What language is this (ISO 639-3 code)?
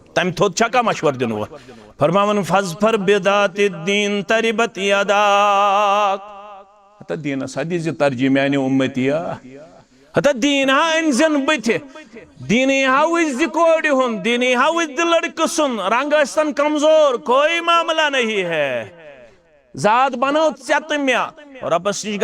kas